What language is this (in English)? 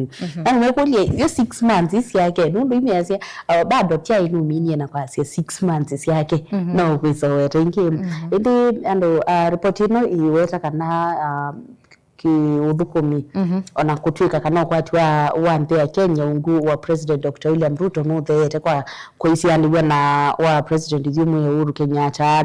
Kamba